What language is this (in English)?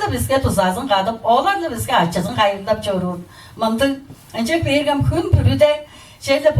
Tuvinian